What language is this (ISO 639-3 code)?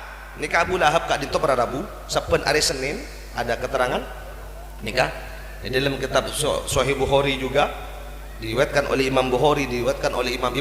mad